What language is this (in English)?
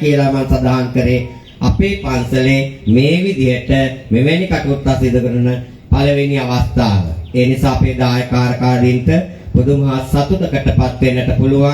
Sinhala